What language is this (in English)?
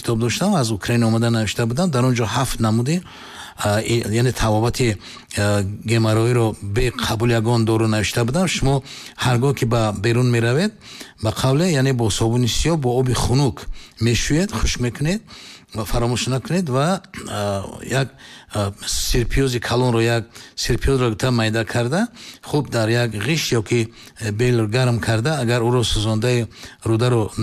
Tajik